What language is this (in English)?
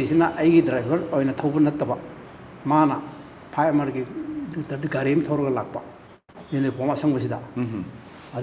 Manipuri